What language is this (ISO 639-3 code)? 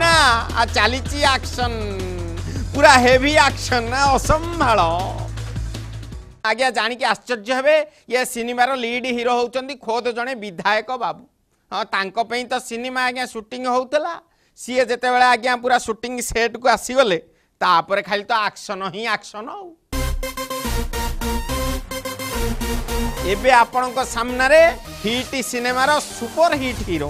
ori